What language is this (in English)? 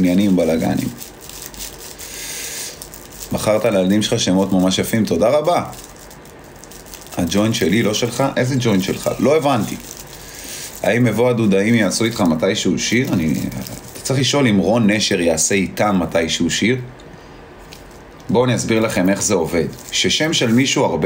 Hebrew